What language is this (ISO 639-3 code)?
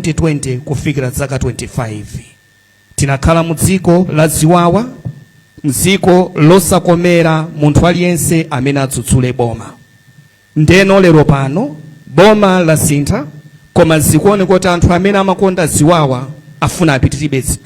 nya